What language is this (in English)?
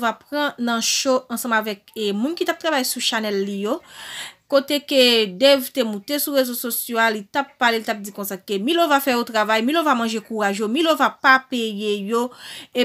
Haitian Creole